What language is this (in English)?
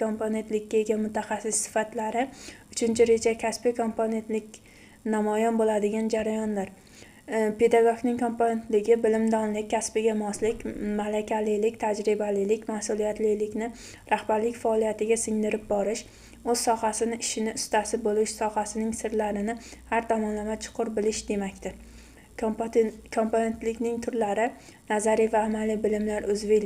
Uzbek